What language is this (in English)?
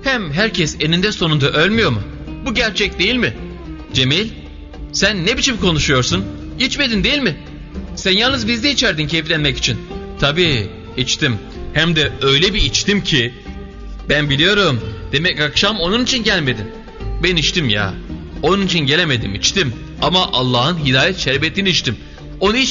Turkish